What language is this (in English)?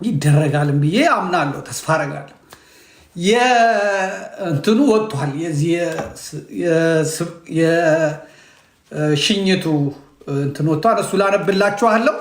Amharic